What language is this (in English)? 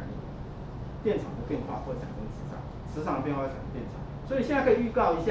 Chinese